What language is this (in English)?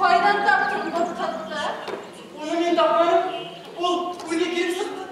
Bashkir